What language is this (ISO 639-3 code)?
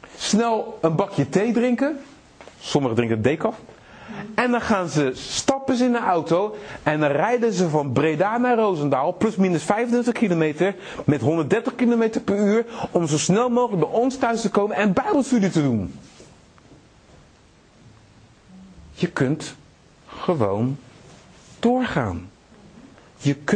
nld